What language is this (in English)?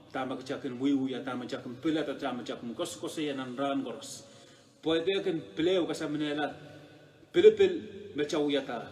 Pohnpeian